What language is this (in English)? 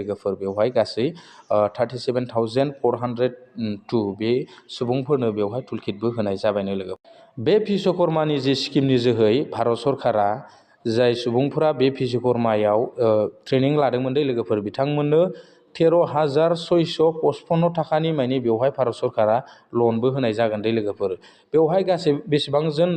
Bodo